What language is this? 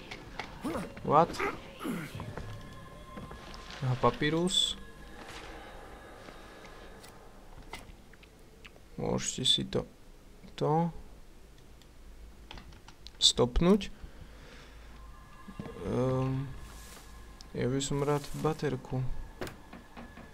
Slovak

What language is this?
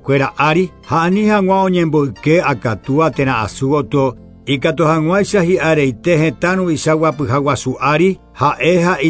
Guarani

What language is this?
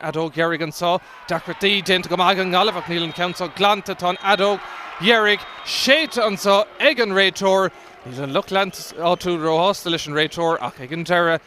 Irish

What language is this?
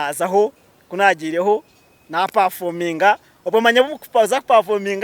Nyankole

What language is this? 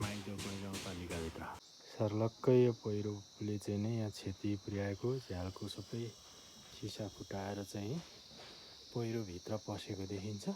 Nepali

